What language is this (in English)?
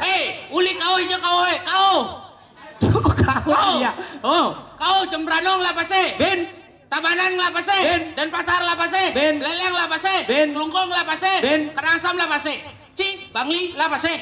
Balinese